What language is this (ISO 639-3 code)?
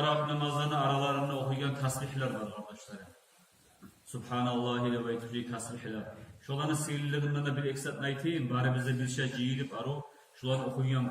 kum